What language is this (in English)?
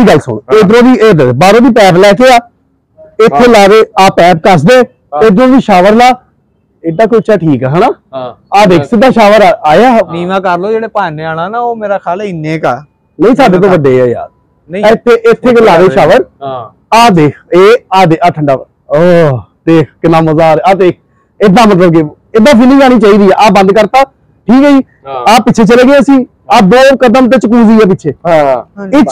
Punjabi